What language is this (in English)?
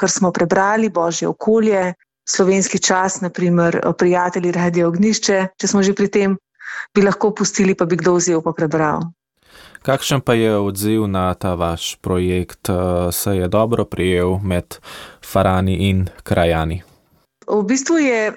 Slovenian